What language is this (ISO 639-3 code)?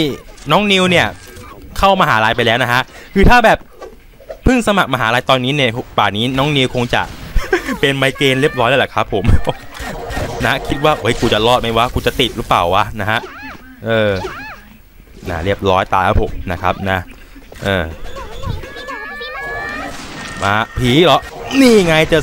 tha